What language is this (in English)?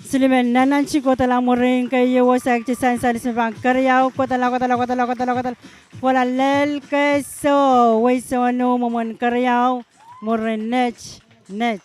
Pohnpeian